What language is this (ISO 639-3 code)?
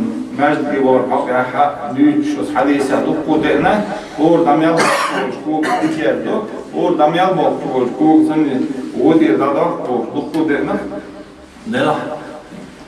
che